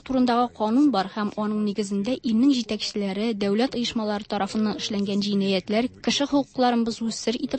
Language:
Tatar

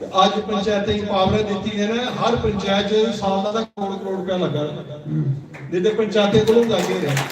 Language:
Dogri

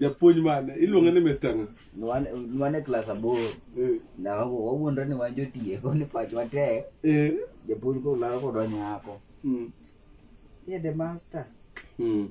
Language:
Luo (Kenya and Tanzania)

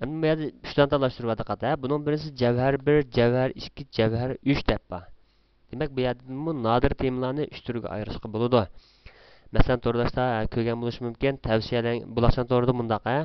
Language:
Uyghur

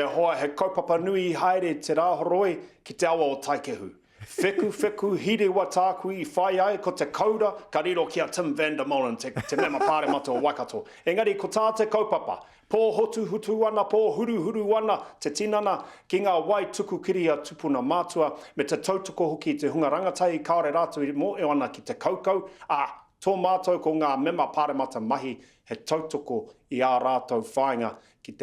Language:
Māori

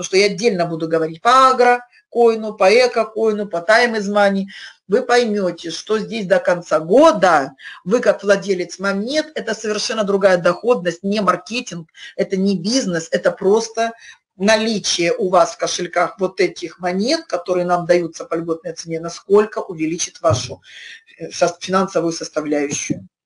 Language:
Russian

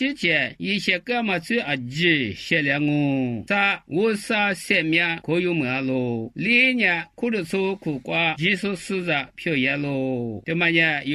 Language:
Lisu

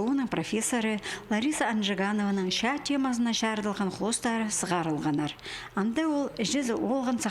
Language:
Khakas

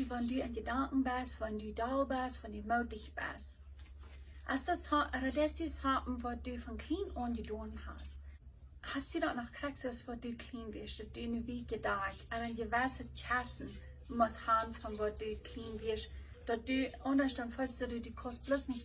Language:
Plautdietsch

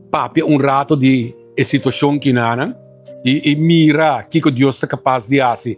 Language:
Papiamento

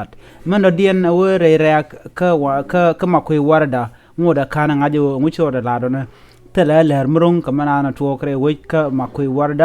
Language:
Nuer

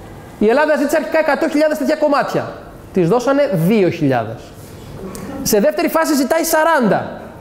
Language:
Greek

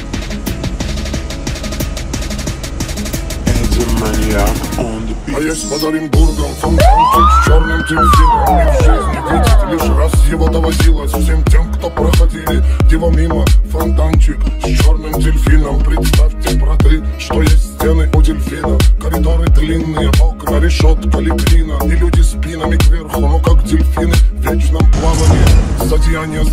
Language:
Russian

